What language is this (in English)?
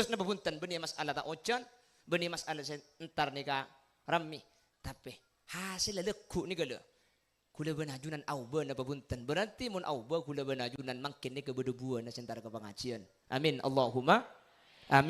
Madurese